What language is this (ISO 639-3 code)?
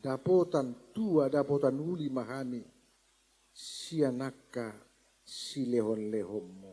bbc